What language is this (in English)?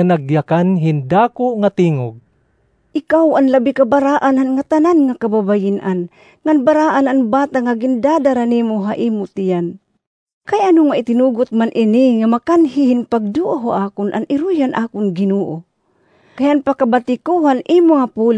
Waray